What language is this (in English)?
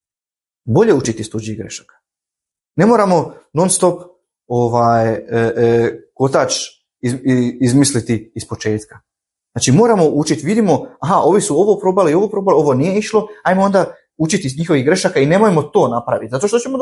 Croatian